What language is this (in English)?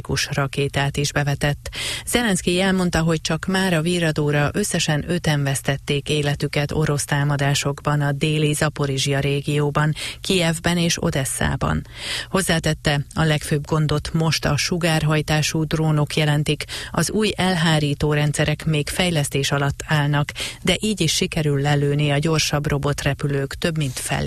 Hungarian